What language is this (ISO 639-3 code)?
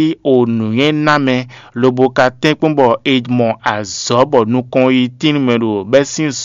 fon